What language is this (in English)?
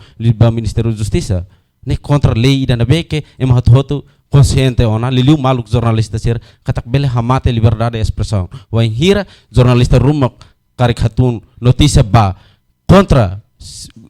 Tetum